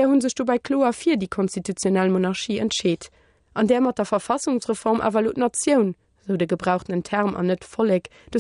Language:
Luxembourgish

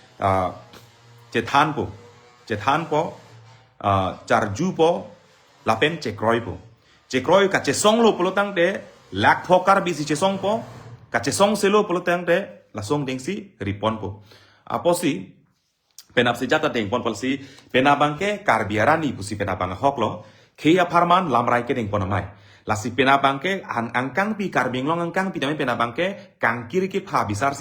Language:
Karbi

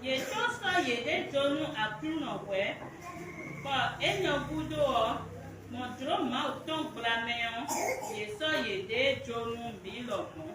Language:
Fon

